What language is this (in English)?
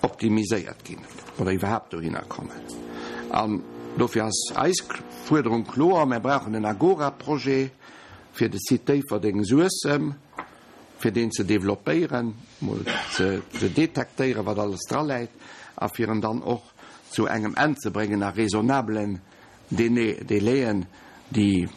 Luxembourgish